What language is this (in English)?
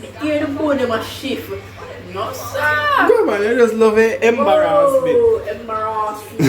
Jamaican Creole English